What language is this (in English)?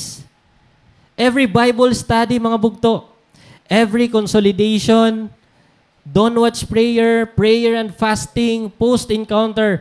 Waray